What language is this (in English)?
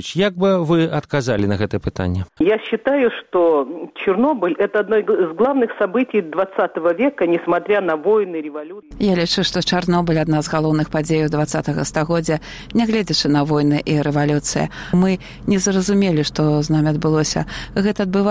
Belarusian